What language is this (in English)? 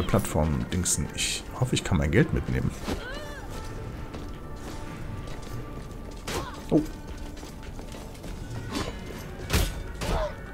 German